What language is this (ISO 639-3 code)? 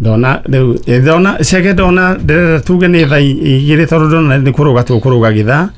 kik